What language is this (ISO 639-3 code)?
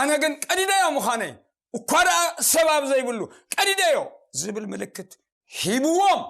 tir